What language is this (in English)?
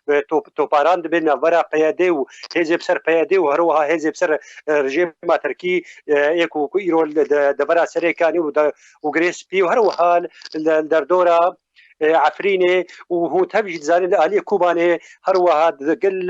Kurdish